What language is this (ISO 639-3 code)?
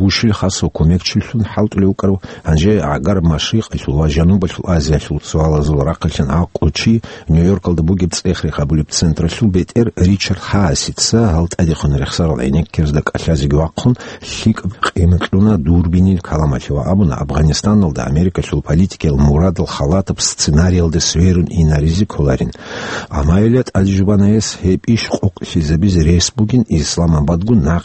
ava